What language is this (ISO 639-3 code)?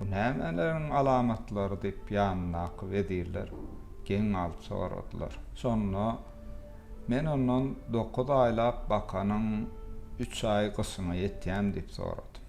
tuk